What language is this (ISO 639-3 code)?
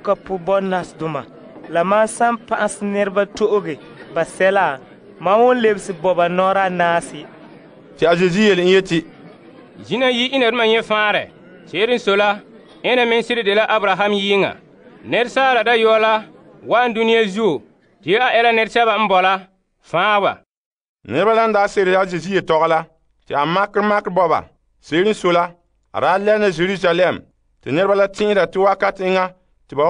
gur